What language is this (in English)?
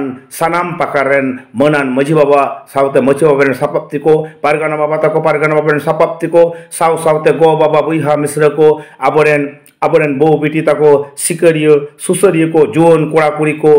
Santali